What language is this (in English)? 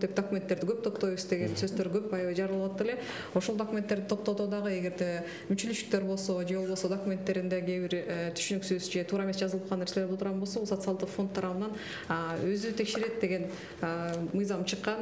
Kyrgyz